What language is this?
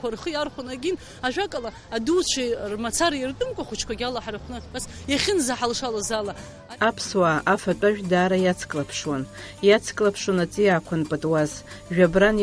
Abkhazian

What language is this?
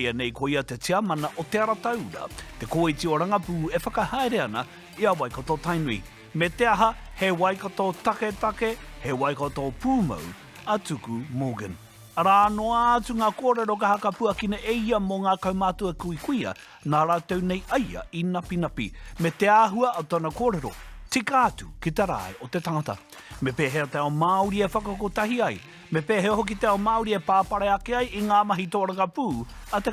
Māori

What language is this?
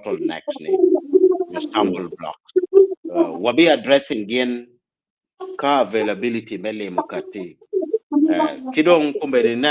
Acoli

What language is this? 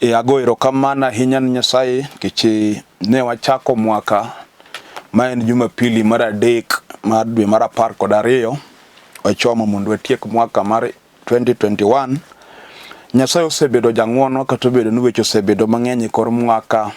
Luo (Kenya and Tanzania)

